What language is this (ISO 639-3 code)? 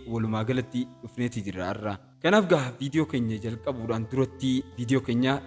orm